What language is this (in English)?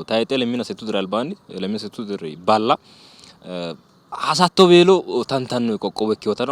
Sidamo